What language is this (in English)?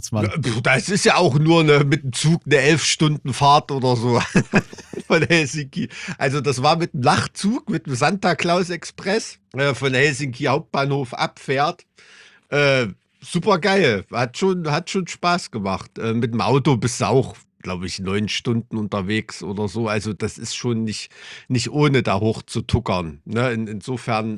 German